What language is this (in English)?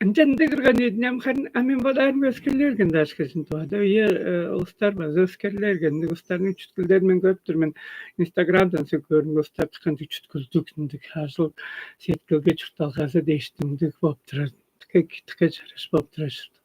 Tuvinian